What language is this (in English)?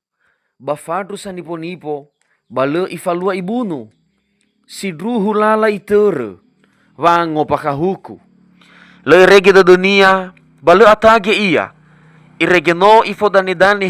Nias